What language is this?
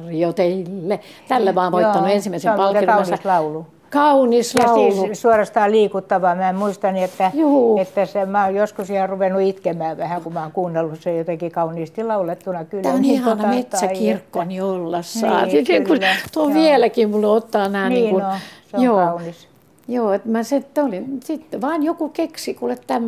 Finnish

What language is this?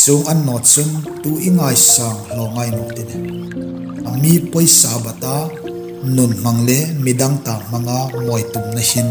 Hmar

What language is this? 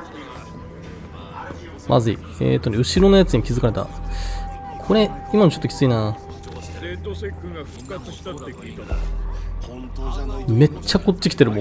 Japanese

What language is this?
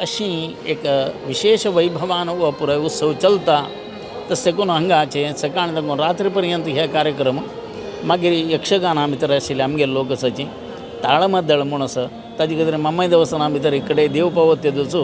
Konkani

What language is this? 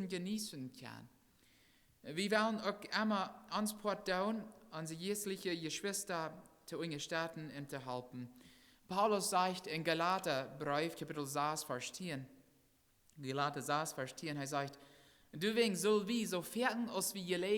Plautdietsch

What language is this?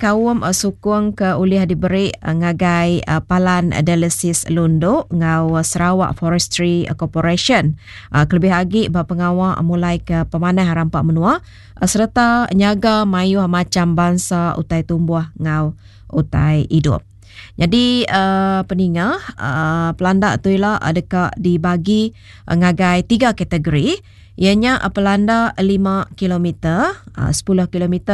Iban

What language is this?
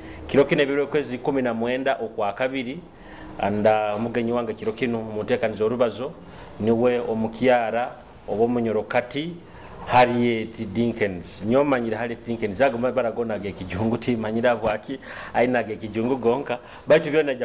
Nyoro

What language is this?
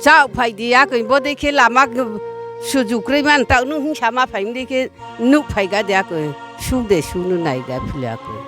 Riang (India)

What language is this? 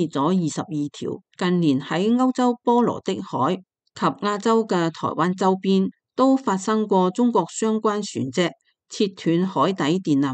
Cantonese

